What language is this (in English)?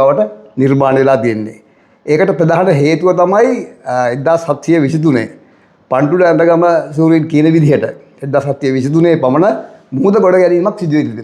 Sinhala